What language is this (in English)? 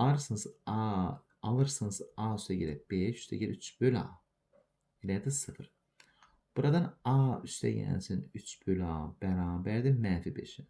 Azerbaijani